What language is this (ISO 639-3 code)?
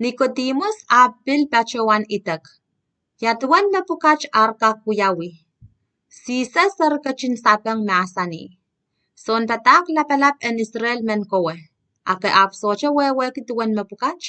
pon